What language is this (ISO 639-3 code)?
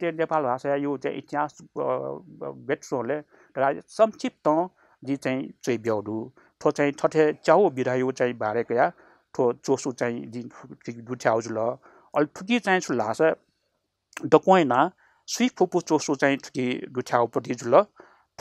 new